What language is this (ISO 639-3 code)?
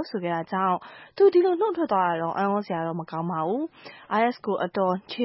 mya